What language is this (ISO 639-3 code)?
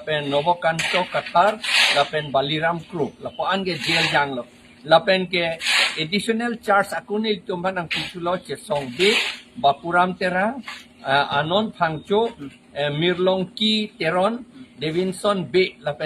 mjw